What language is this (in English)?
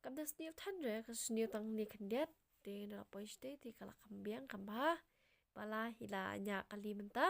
Khasi